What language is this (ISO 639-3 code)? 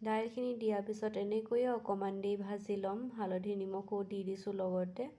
asm